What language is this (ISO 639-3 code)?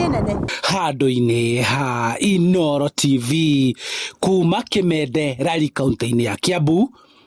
kik